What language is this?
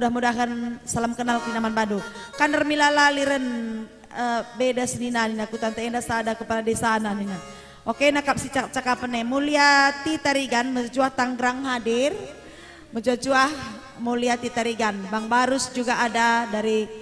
Batak Karo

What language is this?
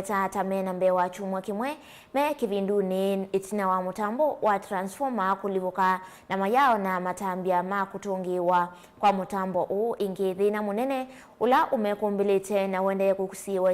Kamba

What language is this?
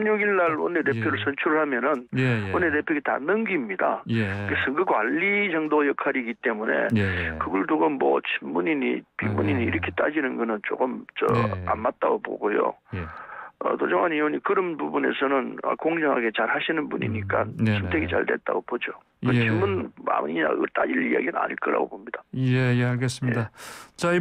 Korean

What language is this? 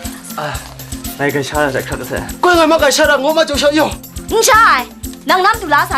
Kachin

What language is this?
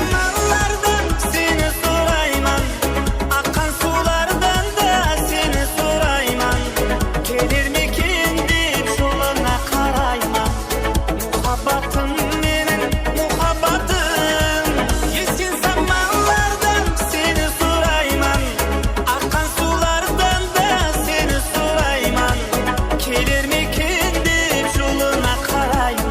Kara-Kalpak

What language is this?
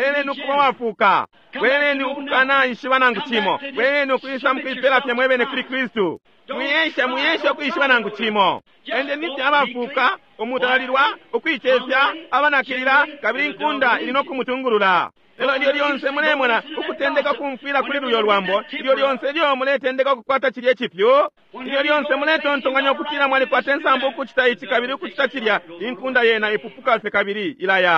Bemba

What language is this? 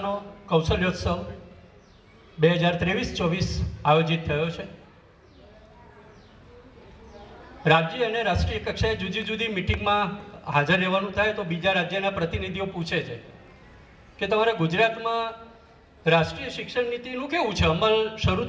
Gujarati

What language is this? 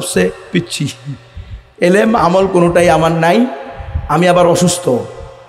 Bangla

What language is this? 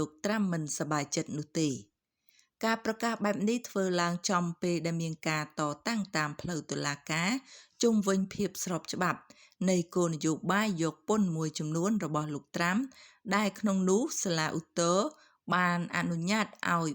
Khmer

